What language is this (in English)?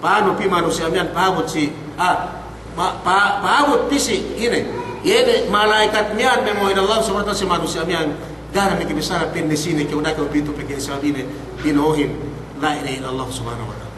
Yakan